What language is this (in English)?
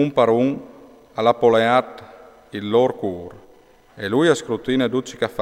Friulian